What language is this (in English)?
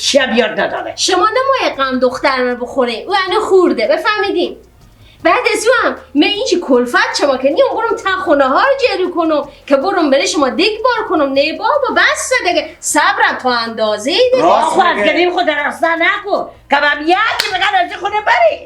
Persian